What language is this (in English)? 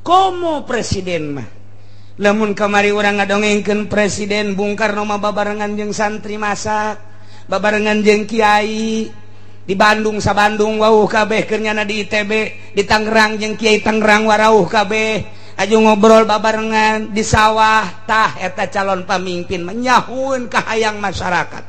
Sundanese